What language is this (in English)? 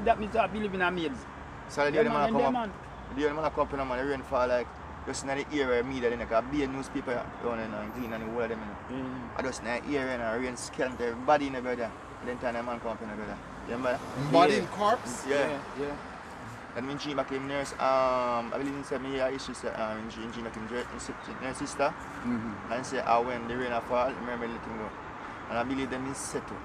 Jamaican Creole English